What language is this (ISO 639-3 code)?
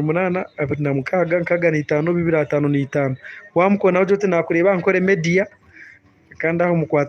nyn